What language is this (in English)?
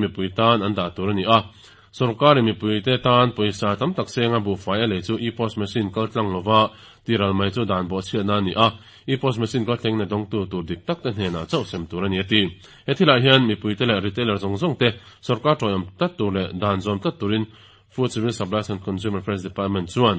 Mizo